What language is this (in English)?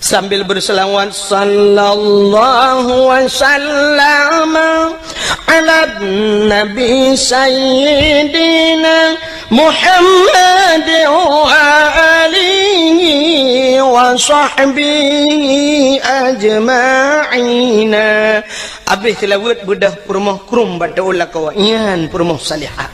Achinese